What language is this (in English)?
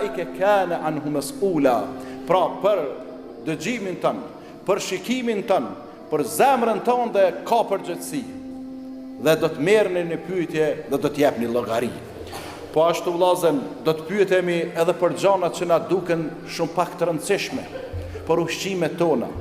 Albanian